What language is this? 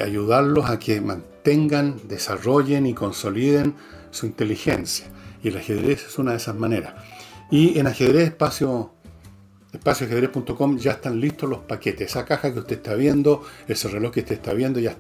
Spanish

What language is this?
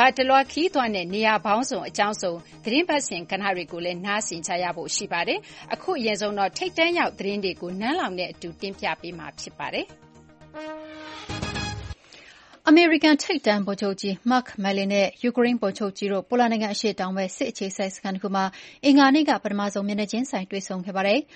Burmese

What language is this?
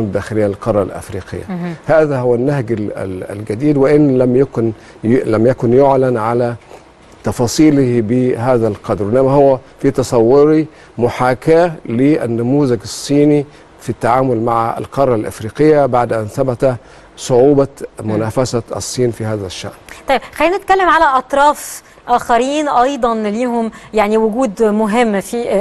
Arabic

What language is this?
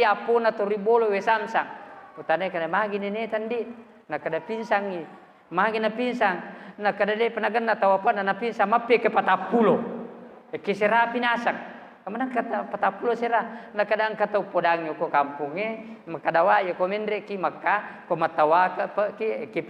Buginese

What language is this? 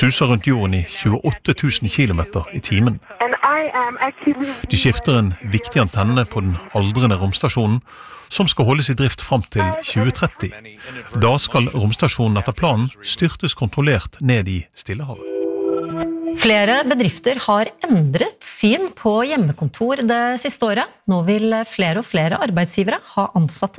Norwegian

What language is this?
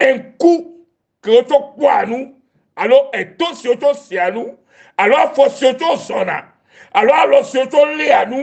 Ewe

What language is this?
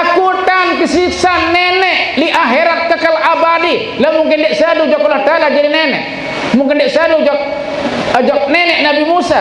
Sasak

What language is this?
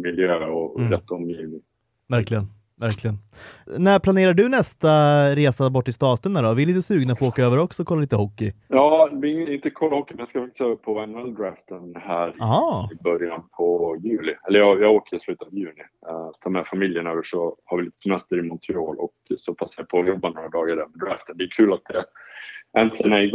Swedish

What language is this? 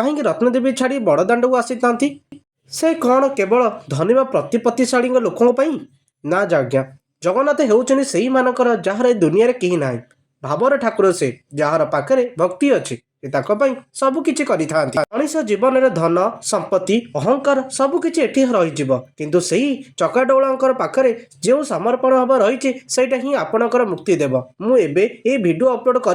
Odia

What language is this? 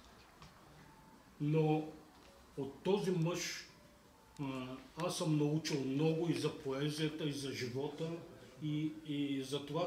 Bulgarian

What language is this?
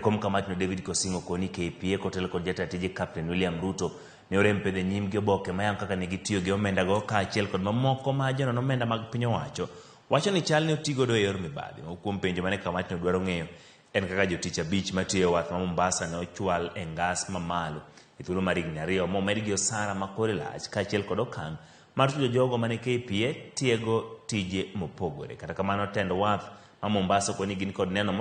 Luo (Kenya and Tanzania)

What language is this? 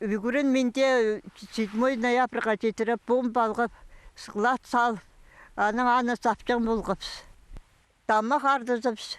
Khakas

